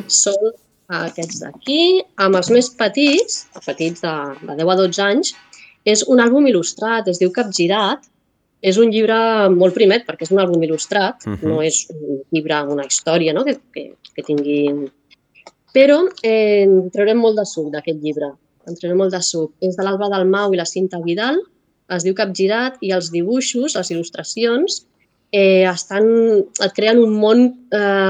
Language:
Catalan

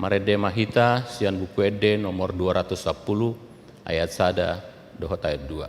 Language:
Batak Toba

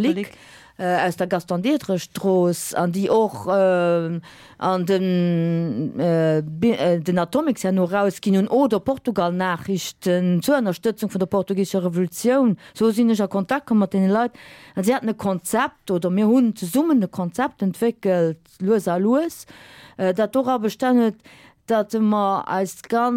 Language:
Luxembourgish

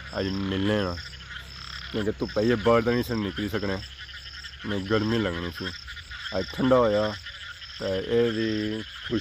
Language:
Pahari-Potwari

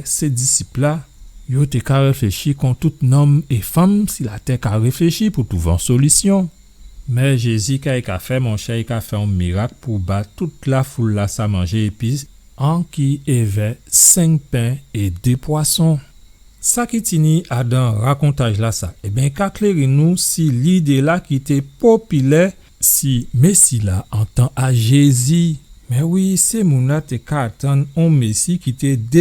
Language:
Guadeloupean Creole French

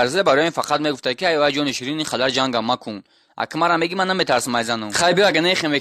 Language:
Tajik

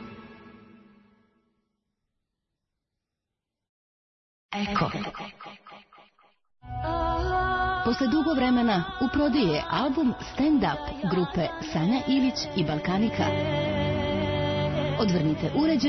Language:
Serbian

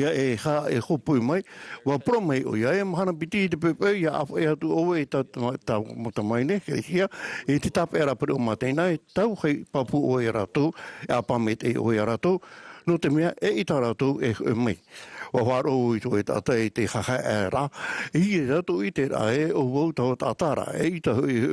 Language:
Tahitian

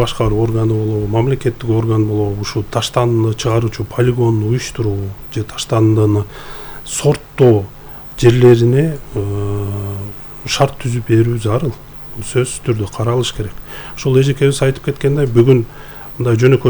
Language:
Kyrgyz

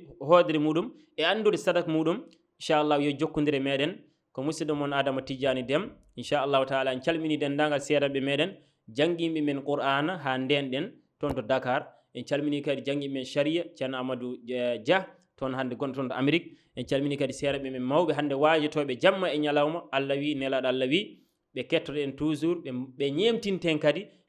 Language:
Fula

